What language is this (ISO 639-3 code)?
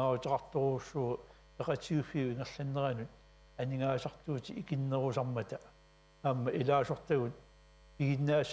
kal